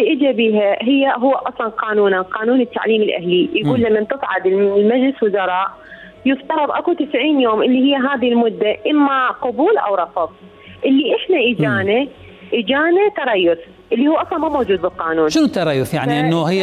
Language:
Mesopotamian Arabic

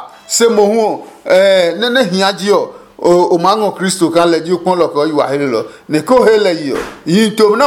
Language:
Adangme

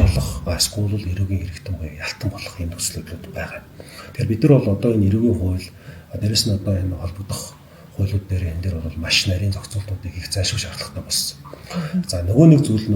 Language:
Mongolian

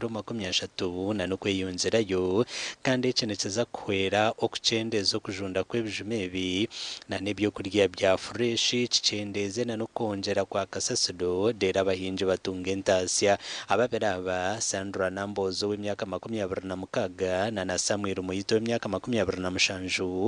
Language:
Nyankole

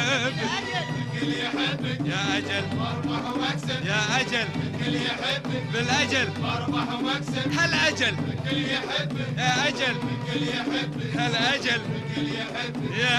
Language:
Gulf Arabic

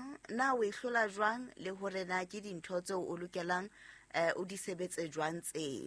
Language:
Southern Sotho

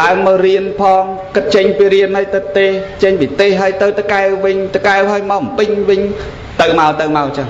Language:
Khmer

